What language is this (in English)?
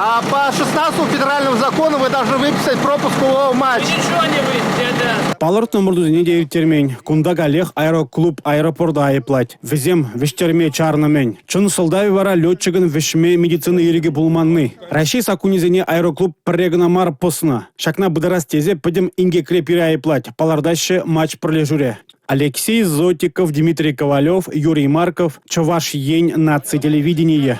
Chuvash